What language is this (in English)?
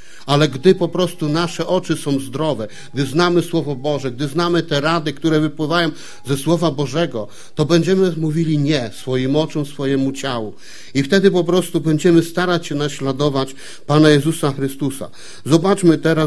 Polish